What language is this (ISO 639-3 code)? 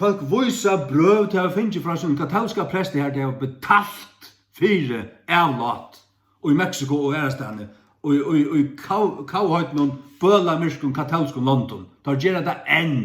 fao